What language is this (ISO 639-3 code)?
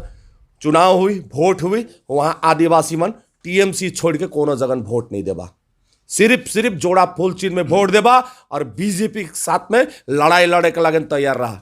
sck